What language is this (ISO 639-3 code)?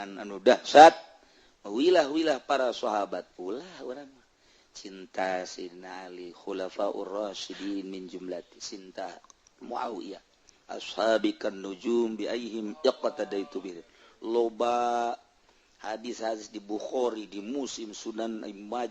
sun